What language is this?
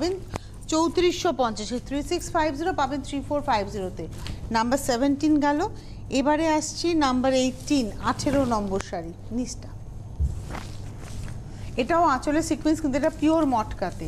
Bangla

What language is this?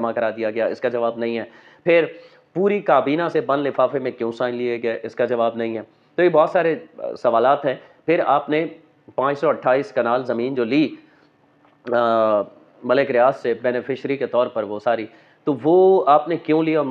Urdu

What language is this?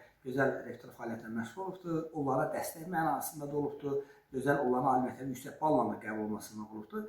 Azerbaijani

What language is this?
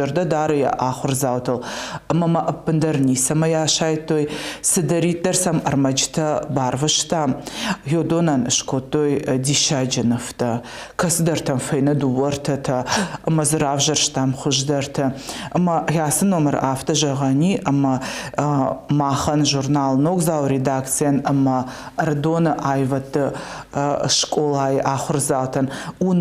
Ossetic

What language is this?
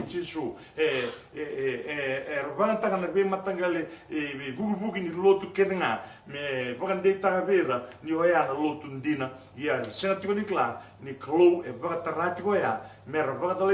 Fijian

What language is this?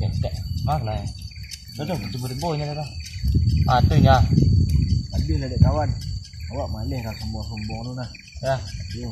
Minangkabau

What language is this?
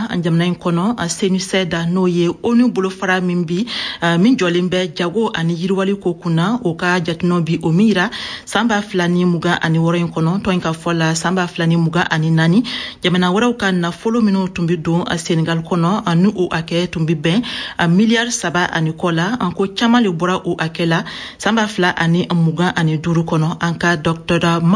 Bambara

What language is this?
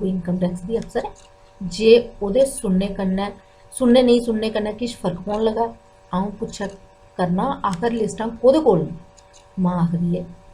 Dogri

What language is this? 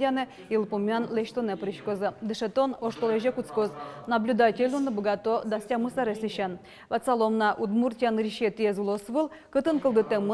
Udmurt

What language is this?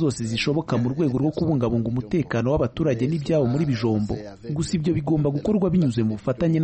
Kinyarwanda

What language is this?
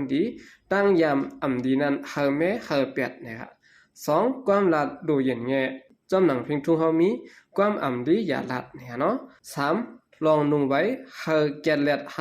Shan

